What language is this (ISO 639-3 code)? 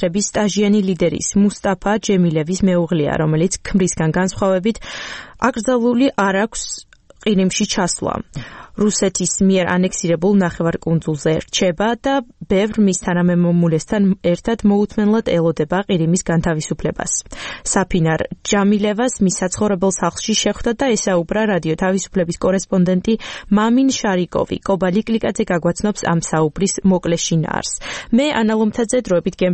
kat